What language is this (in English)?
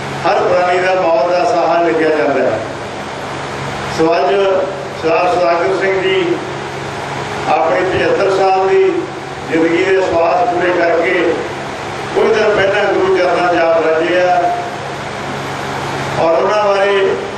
Punjabi